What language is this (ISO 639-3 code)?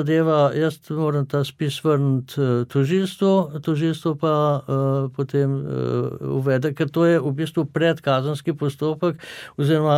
slv